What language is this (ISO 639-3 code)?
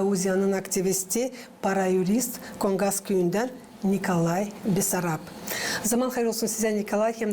gag